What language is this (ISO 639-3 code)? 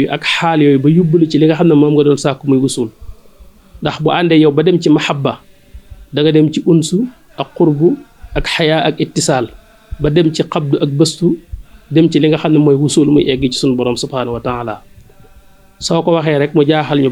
wol